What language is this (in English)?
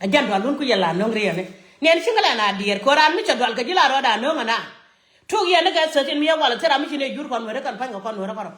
Nuer